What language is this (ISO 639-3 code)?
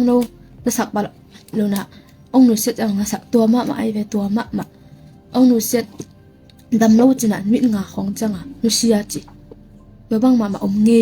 ctd